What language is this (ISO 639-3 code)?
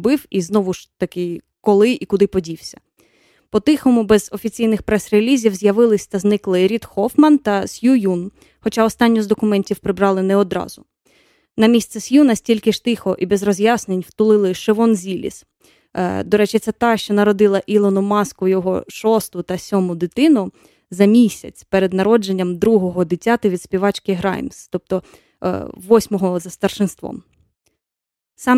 ukr